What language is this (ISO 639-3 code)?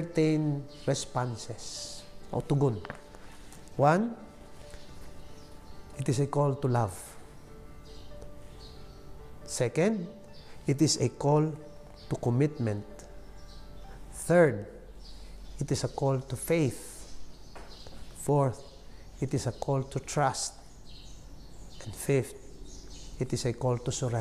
fil